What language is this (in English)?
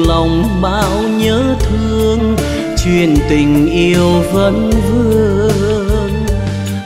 Vietnamese